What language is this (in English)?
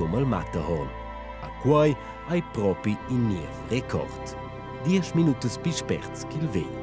Romansh